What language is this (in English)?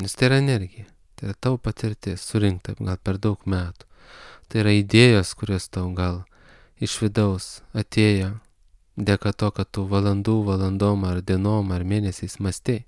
Lithuanian